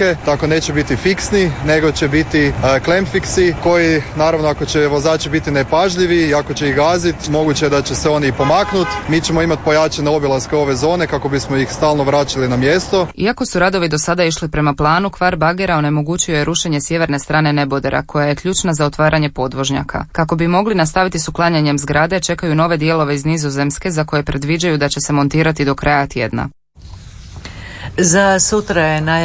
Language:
Croatian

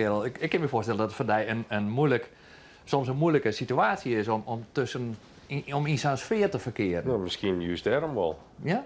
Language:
Western Frisian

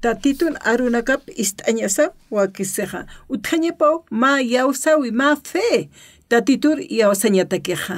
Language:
Aymara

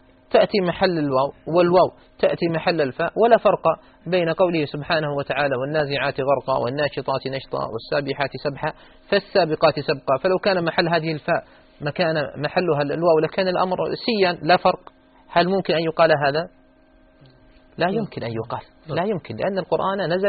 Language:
Arabic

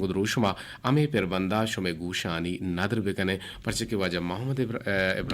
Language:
Eastern Balochi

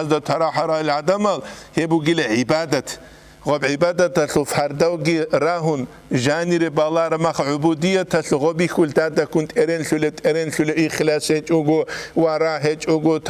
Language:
Avaric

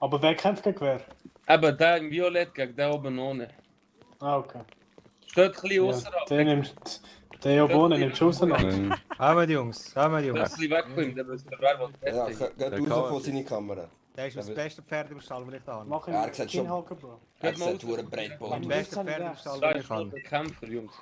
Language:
Swiss German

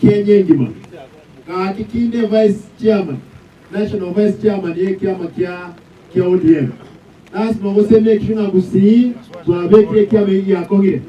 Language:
Gusii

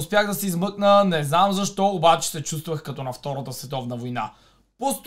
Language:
Bulgarian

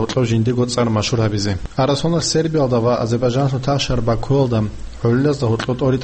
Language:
Avaric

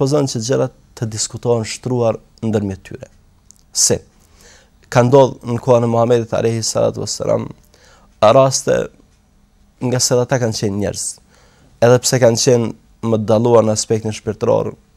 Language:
Albanian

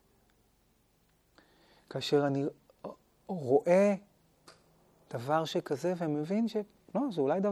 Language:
Hebrew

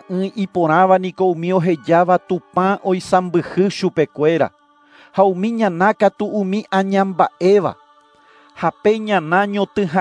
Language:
Guarani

